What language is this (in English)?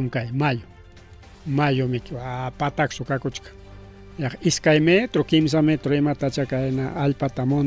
Ayacucho Quechua